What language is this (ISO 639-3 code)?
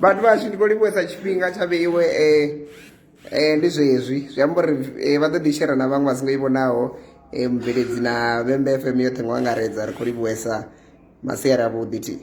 ven